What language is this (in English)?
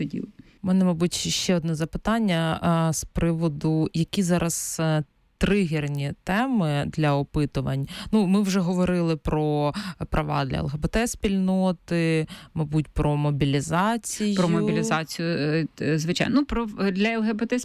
Ukrainian